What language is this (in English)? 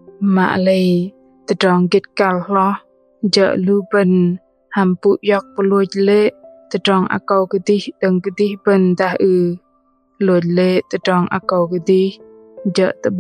Bahnar